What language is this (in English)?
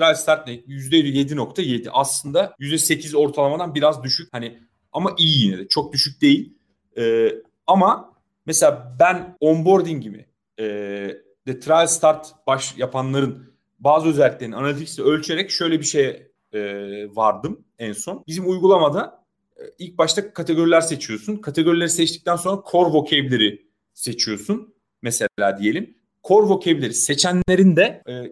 Turkish